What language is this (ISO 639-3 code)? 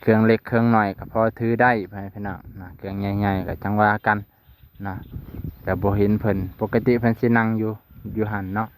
lao